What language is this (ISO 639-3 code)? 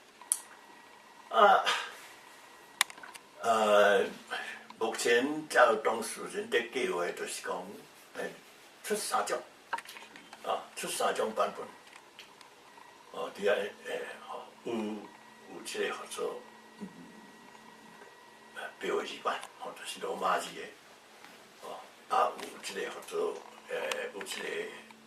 nan